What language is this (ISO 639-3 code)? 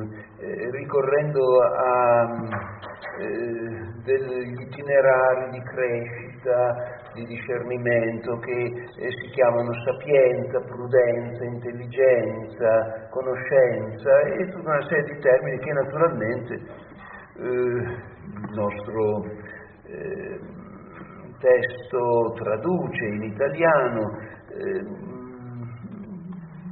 ita